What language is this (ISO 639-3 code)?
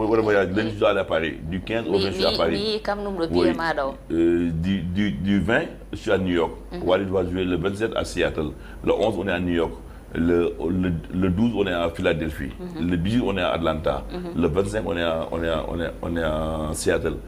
ful